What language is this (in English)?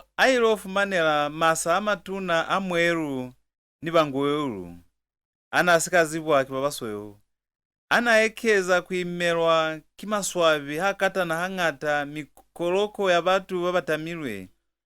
Lozi